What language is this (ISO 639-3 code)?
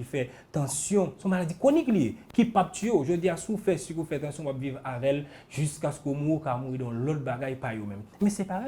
hat